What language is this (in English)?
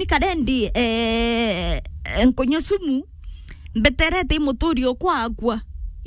Meru